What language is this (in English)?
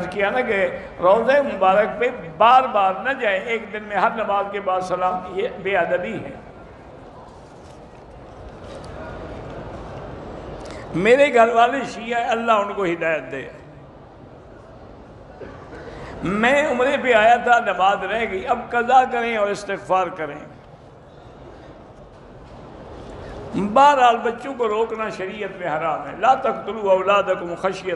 Urdu